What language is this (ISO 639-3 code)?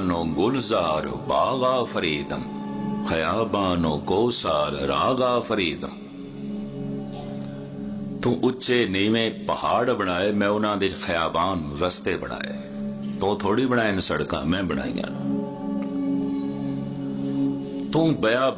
pan